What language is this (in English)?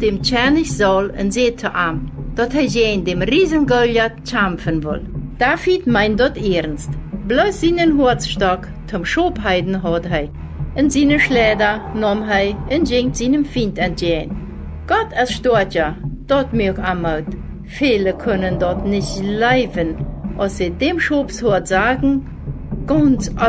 Plautdietsch